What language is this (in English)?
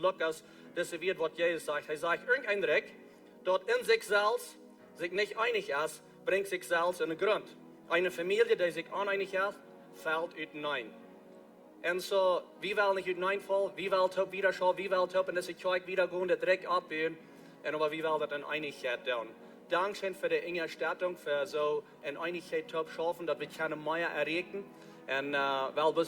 Plautdietsch